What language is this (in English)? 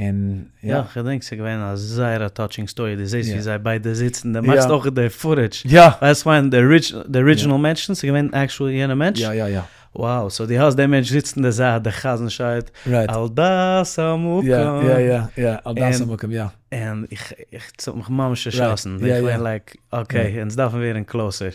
Yiddish